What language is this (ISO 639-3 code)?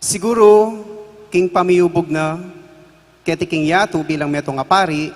pam